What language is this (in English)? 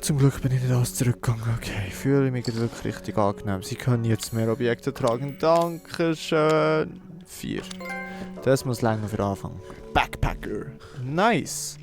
Swiss German